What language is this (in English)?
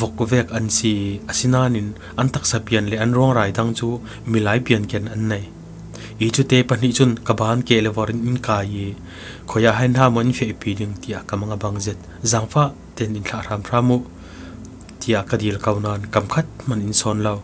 Falam Chin